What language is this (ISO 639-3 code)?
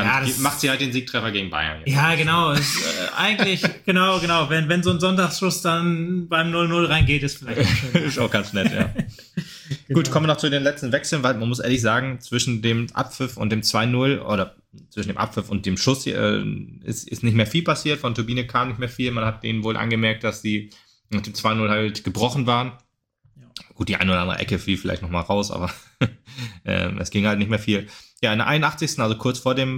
deu